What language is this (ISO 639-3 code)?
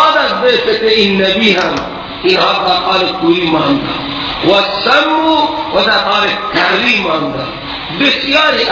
fas